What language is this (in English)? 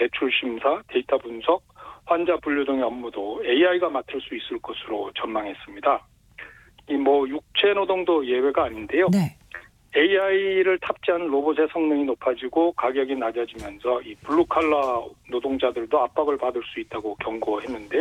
Korean